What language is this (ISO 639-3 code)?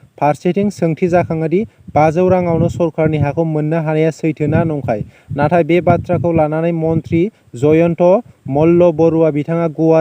brx